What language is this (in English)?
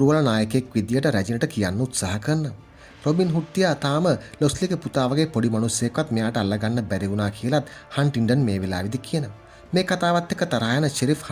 Sinhala